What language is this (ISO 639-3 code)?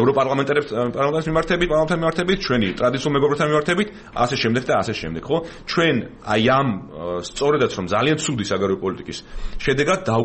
kat